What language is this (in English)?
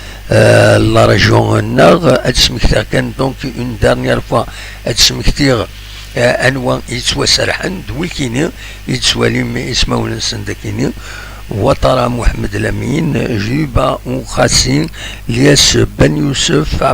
Kabyle